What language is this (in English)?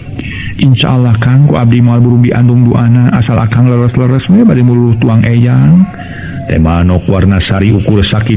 Sundanese